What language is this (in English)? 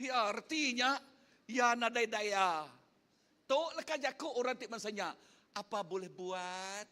Iban